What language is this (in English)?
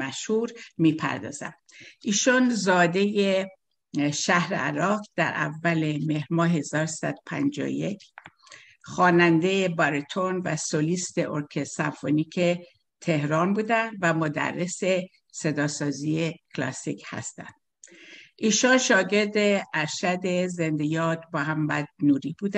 Persian